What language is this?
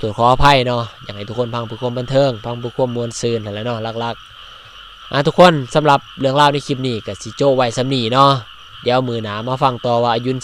Lao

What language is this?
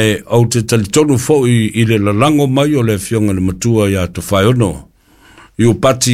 Samoan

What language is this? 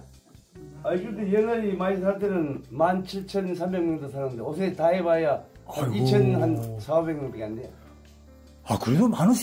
Korean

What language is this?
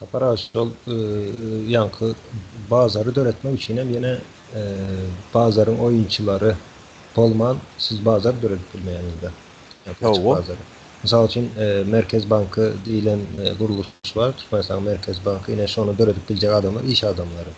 Turkmen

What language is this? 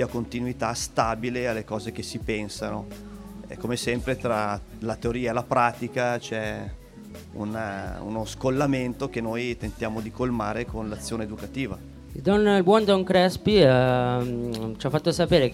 Italian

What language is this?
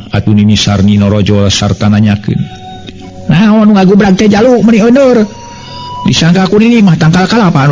Sundanese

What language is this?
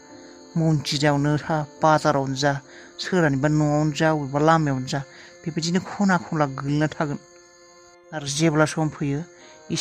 Bodo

